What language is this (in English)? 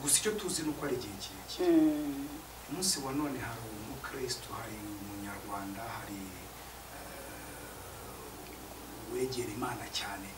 Kinyarwanda